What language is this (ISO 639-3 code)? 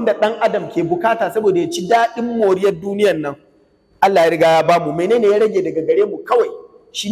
hau